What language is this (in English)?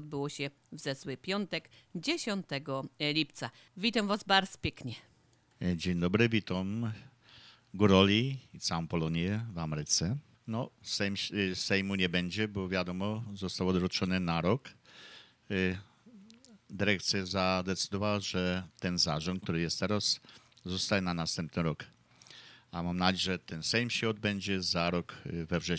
Polish